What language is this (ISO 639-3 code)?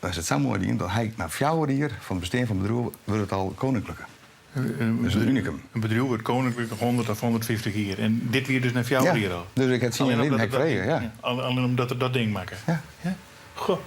fry